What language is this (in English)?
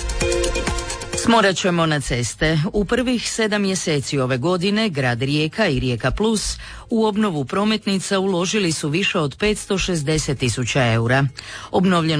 Croatian